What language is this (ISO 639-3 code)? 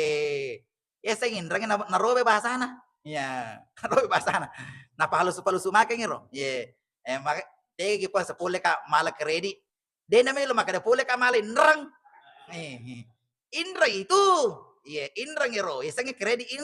bug